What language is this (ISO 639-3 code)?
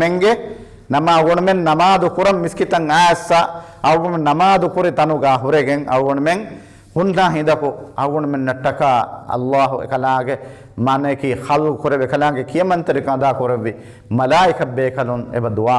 div